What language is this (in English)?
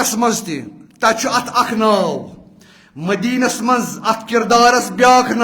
Kashmiri